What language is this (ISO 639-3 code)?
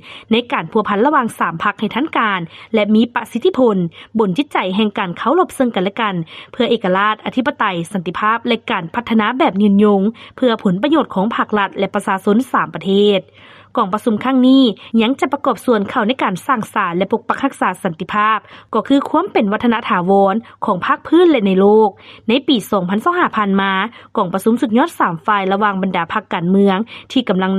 lao